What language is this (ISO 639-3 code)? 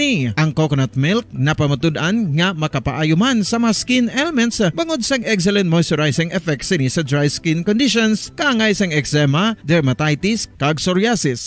hil